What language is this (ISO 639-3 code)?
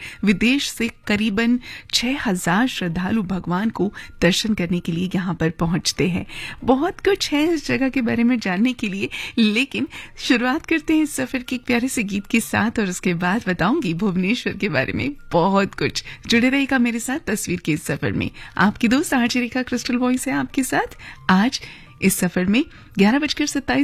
hin